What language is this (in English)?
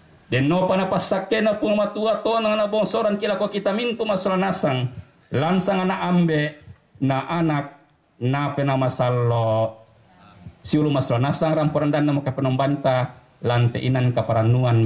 Toraja-Sa'dan